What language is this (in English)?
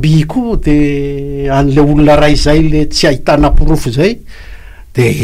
Malagasy